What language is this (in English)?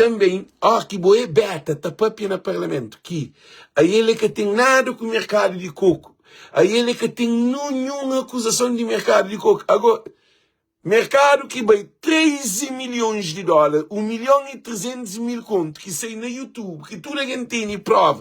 Kabuverdianu